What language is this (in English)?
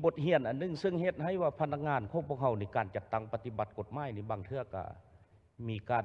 Lao